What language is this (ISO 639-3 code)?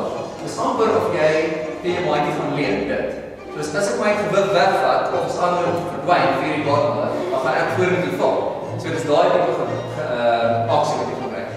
afr